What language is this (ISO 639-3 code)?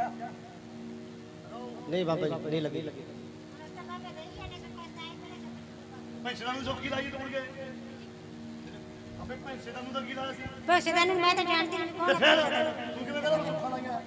pan